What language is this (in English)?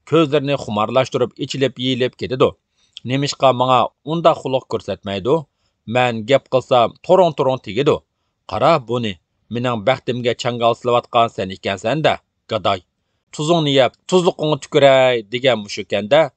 Uyghur